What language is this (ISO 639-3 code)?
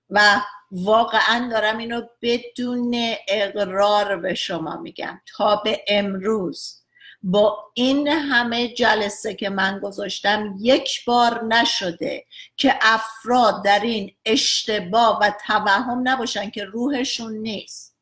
fas